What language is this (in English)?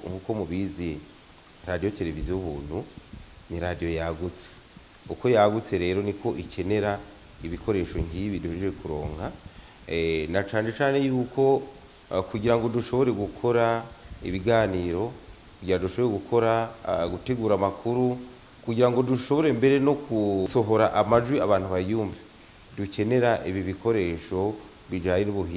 Rundi